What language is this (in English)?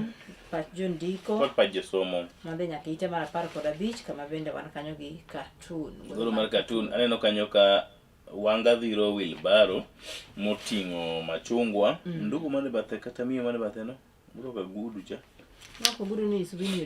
Luo (Kenya and Tanzania)